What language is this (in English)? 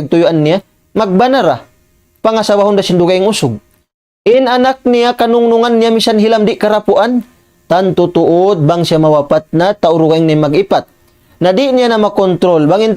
Tausug